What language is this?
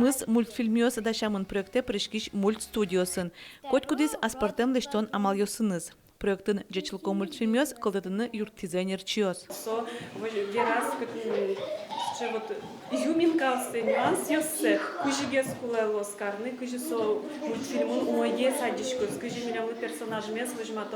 Udmurt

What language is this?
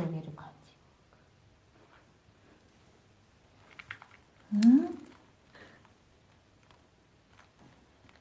Japanese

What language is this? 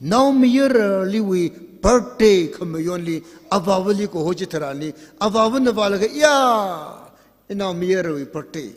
Tangkhul Naga (India)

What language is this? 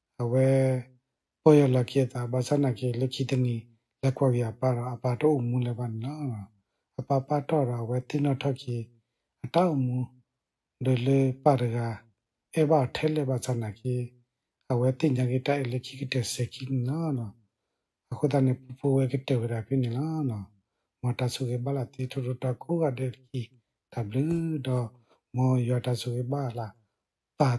S'gaw Karen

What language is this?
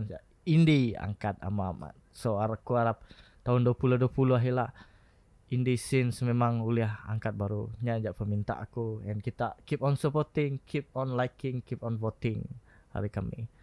Iban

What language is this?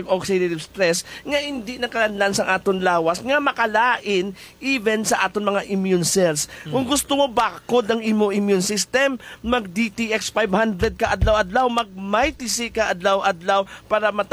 Hiligaynon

